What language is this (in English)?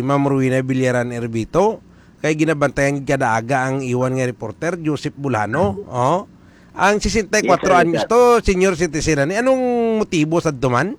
Hiligaynon